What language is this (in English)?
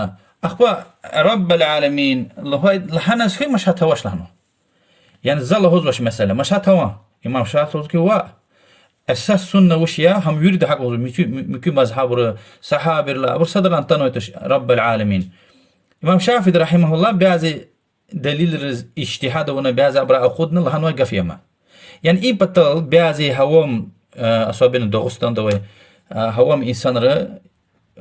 Lezghian